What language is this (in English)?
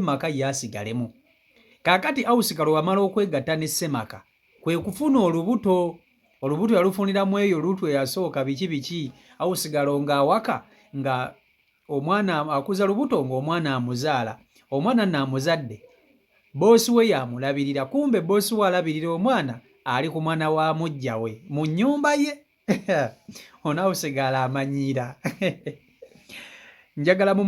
Ganda